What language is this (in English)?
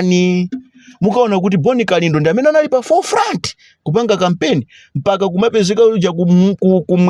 Nyanja